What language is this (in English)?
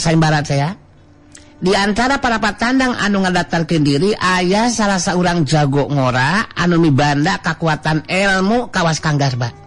Sundanese